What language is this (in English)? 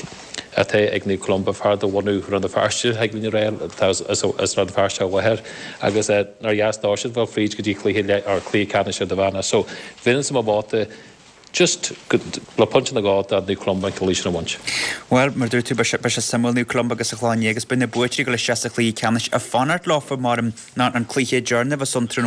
Irish